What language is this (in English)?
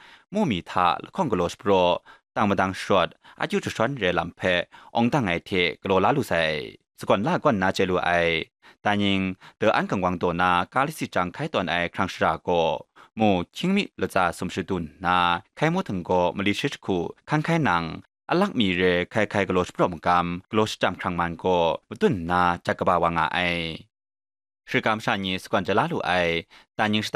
Kachin